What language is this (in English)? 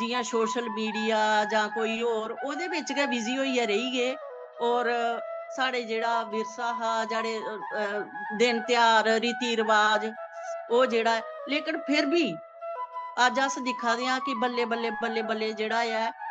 Dogri